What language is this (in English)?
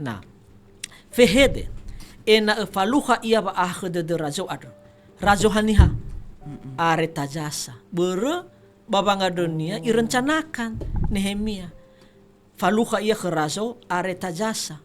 Nias